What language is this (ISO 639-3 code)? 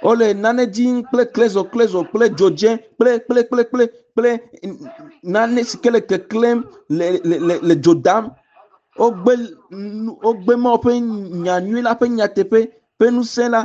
ewe